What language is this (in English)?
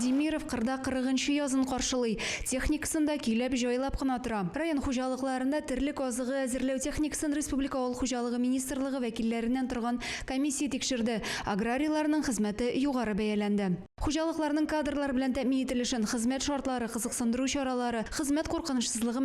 Tatar